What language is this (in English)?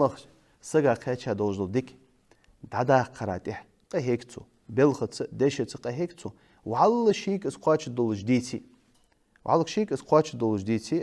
Ingush